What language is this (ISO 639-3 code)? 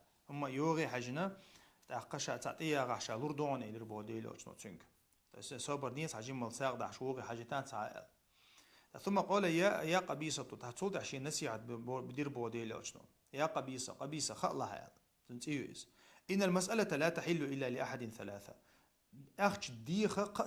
che